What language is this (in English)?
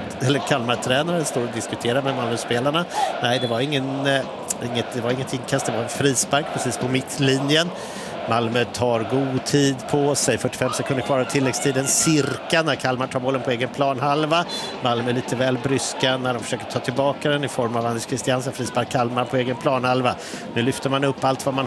Swedish